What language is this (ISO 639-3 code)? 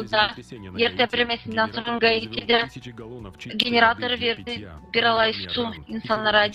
gag